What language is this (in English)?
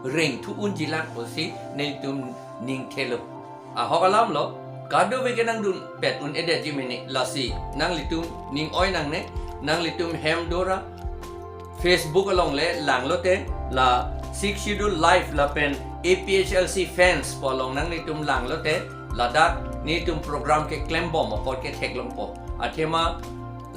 Karbi